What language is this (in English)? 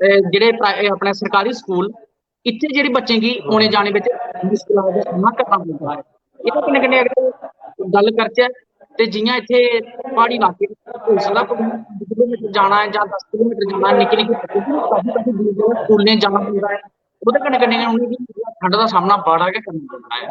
Dogri